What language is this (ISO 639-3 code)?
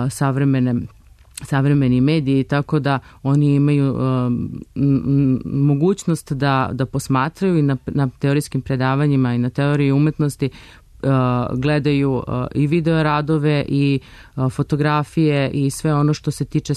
srp